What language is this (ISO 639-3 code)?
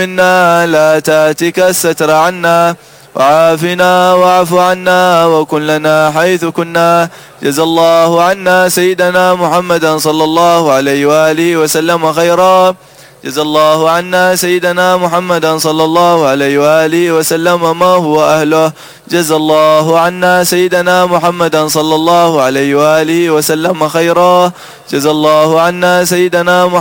ara